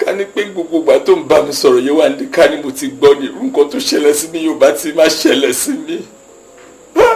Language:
Yoruba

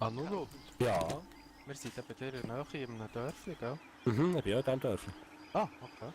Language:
Swiss German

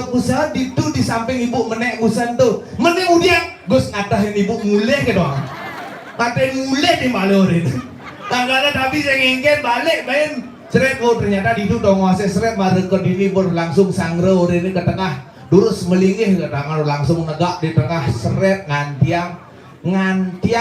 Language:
Balinese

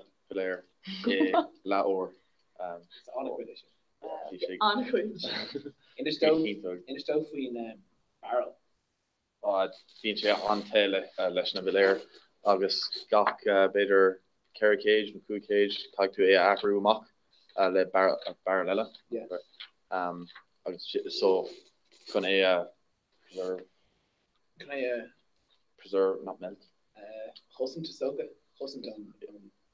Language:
Irish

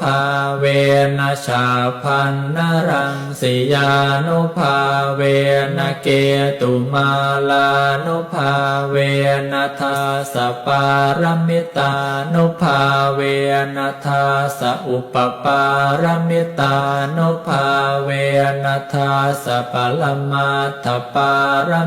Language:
Pali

